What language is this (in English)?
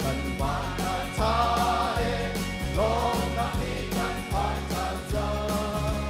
Hakha Chin